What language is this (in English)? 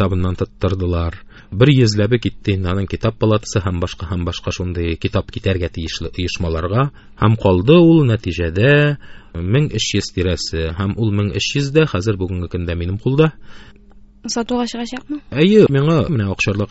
Tatar